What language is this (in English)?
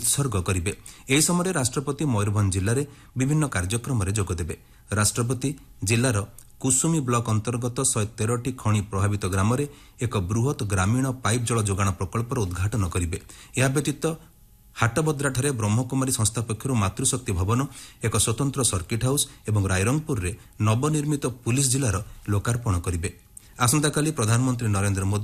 Odia